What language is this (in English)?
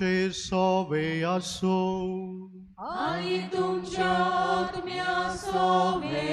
Konkani